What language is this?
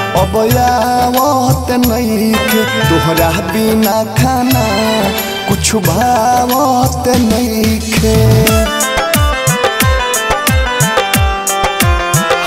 Bhojpuri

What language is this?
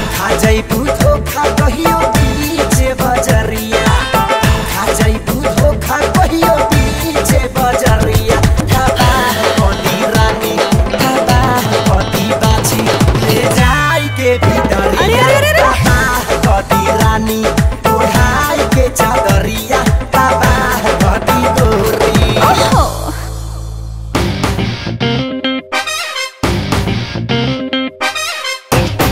Bhojpuri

